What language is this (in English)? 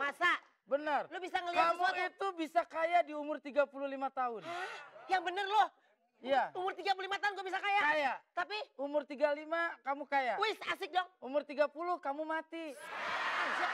Betawi